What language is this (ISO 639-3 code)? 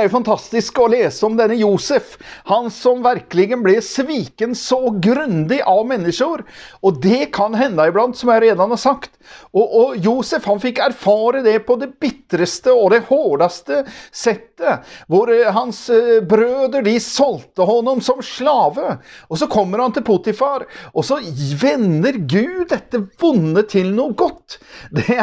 nor